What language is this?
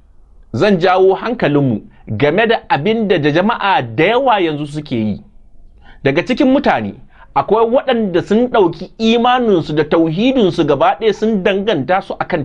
Hausa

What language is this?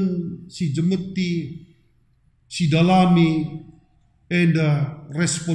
Batak Karo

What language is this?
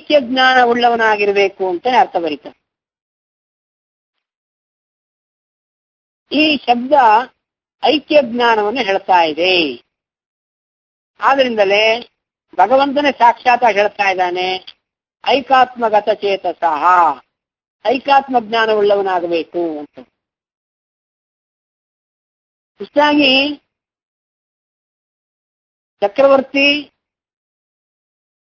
Kannada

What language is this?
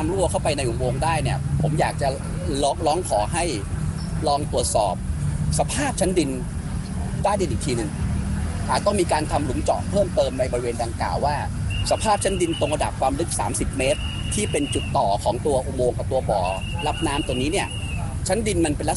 Thai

